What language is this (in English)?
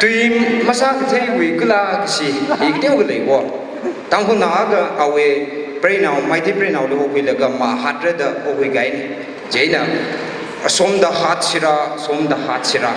Tangkhul Naga (India)